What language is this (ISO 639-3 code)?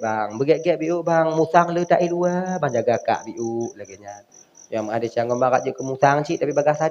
ace